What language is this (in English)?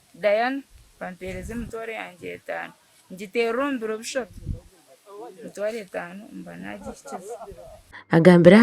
Nyankole